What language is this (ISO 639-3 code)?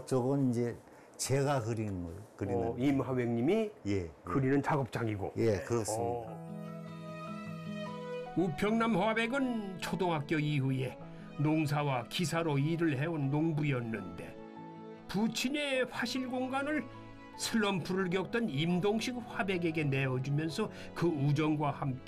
kor